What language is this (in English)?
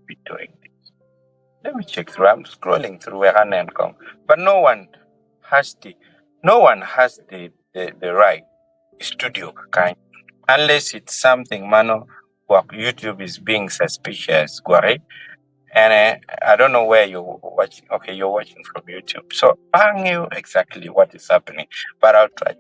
Acoli